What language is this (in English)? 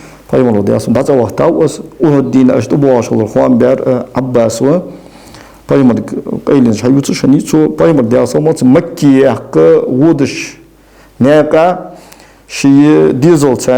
Ingush